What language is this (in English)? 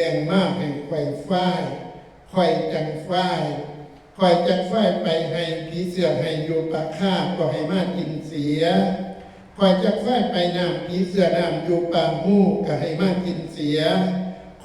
Northeastern Thai